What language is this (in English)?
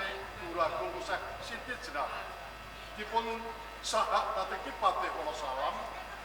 Javanese